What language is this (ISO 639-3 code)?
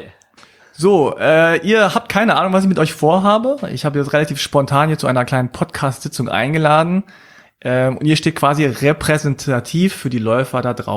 deu